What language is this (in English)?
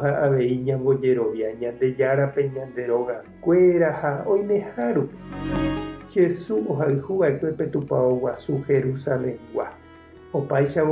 Guarani